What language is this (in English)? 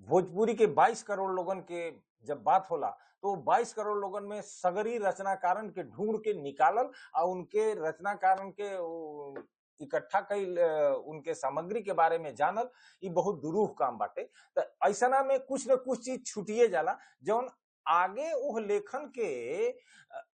Bhojpuri